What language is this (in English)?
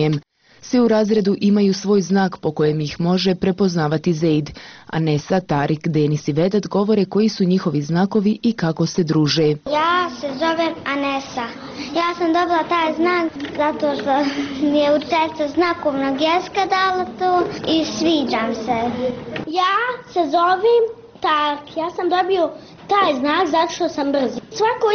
Bosnian